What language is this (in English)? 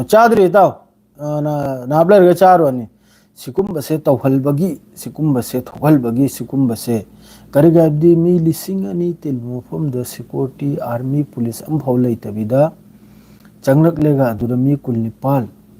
Manipuri